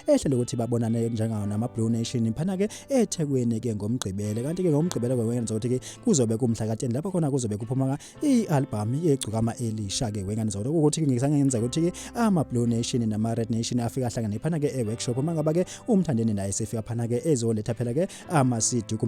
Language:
Zulu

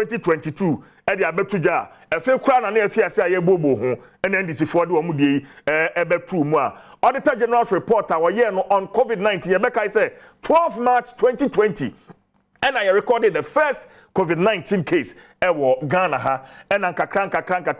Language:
Akan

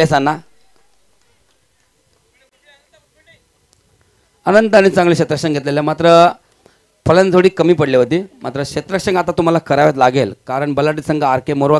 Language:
Marathi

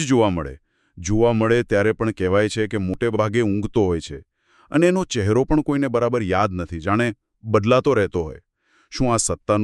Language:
Gujarati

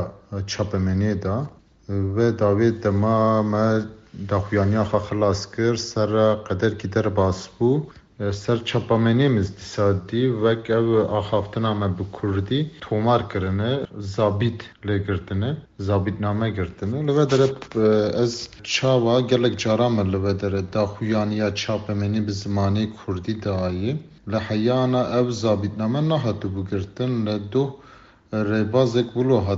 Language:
Kurdish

